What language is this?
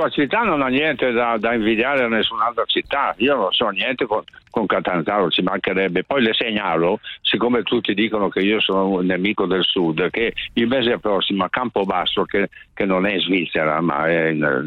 Italian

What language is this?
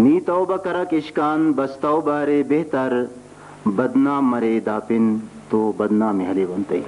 Brahui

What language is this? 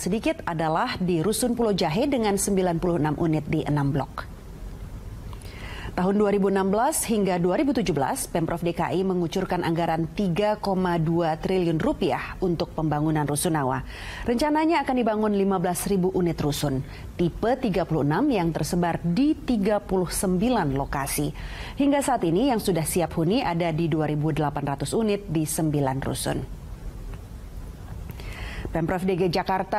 Indonesian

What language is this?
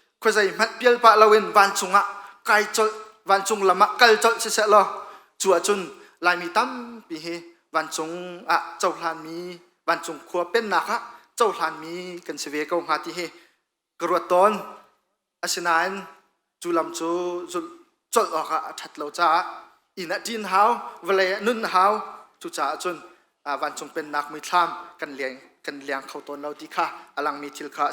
Hakha Chin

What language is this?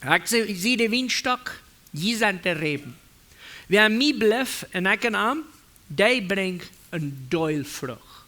Plautdietsch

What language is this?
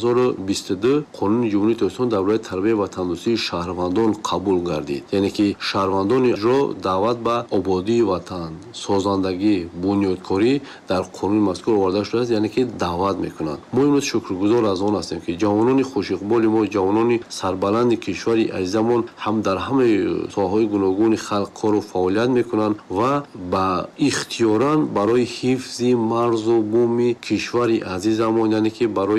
Tajik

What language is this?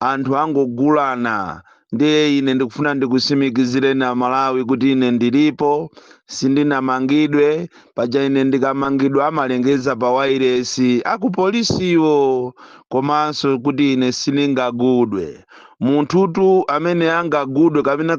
Nyanja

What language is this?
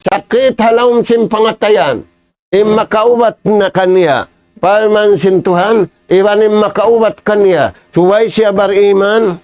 Tausug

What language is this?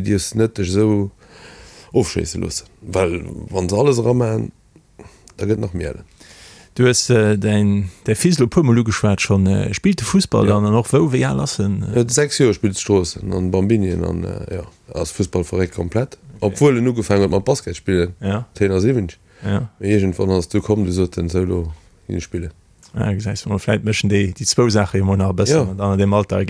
Luxembourgish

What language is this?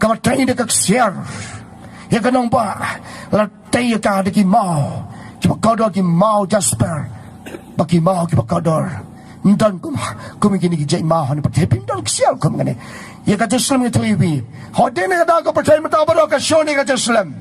Khasi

